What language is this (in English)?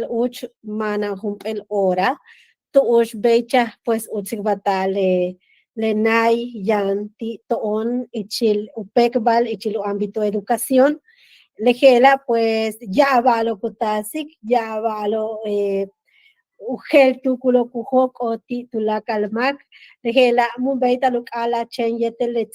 Yucateco